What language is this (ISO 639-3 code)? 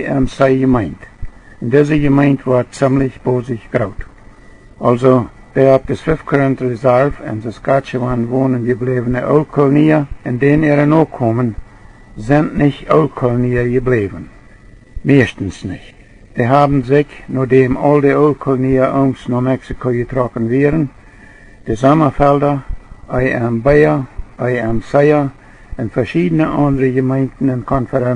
pdt